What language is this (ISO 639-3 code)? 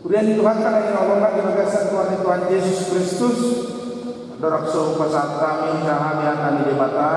bbc